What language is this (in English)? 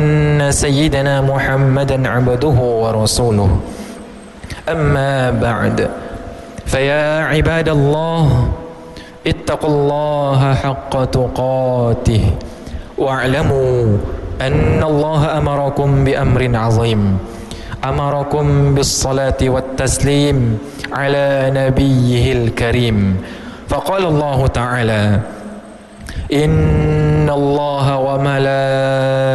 Malay